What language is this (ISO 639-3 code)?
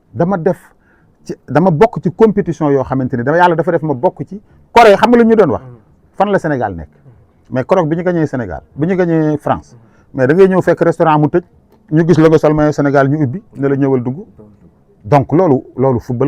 wol